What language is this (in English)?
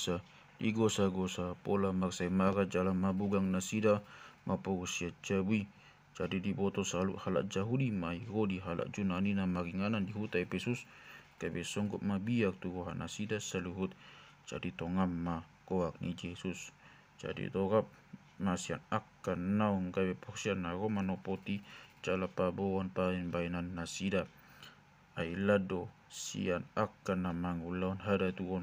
Batak Toba